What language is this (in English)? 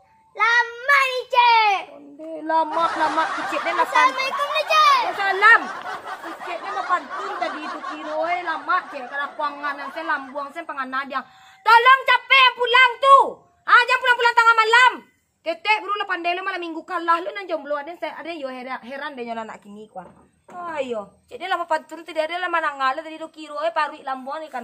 Minangkabau